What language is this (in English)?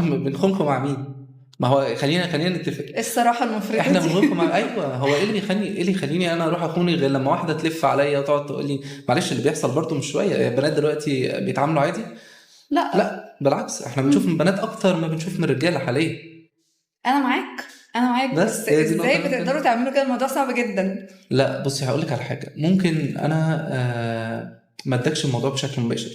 Egyptian Arabic